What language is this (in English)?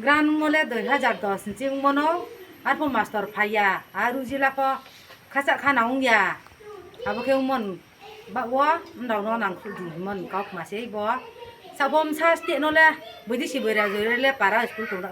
Riang (India)